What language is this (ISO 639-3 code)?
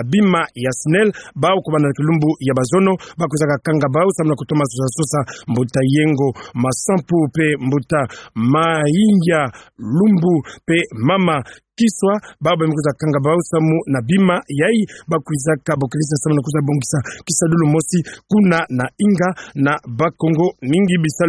ktu